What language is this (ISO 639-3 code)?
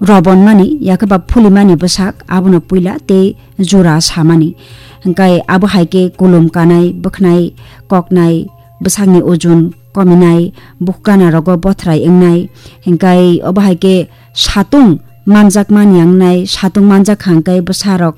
trp